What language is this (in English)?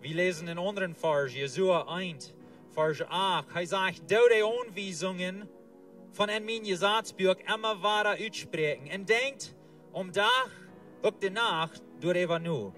Plautdietsch